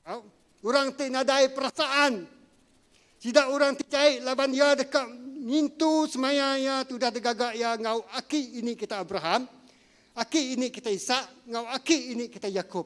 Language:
Iban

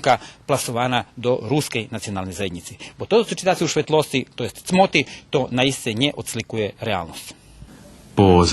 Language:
Rusyn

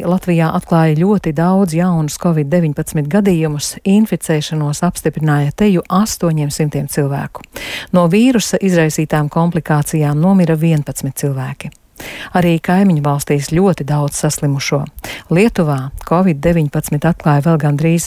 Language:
Latvian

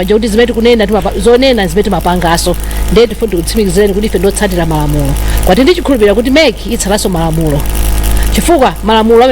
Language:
Nyanja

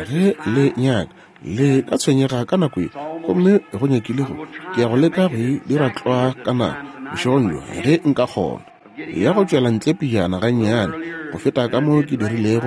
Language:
Northern Sotho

